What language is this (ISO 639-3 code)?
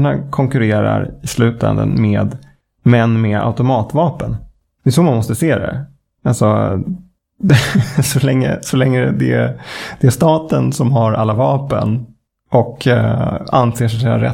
swe